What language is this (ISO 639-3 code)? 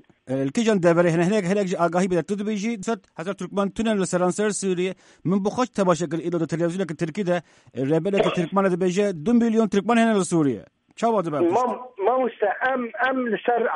kur